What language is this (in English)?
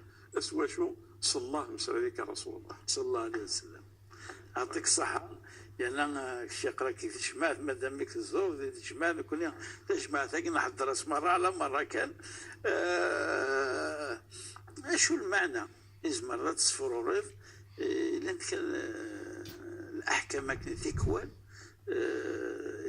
Kabyle